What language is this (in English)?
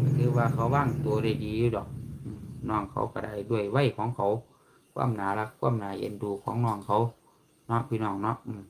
Northeastern Thai